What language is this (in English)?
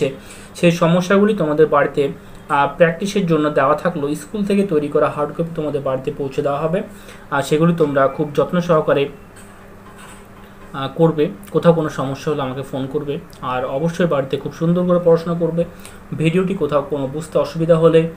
Bangla